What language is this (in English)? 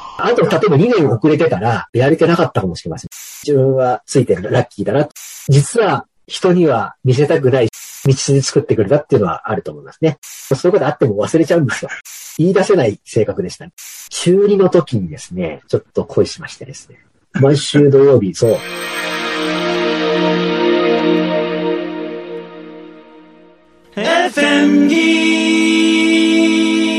Japanese